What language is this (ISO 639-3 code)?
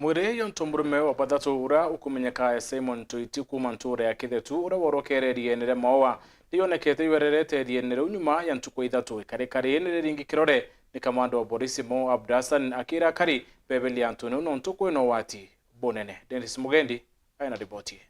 mer